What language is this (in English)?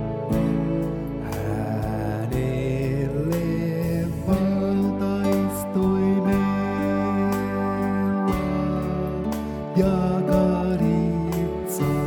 Finnish